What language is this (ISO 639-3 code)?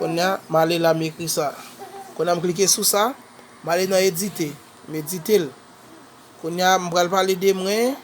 hat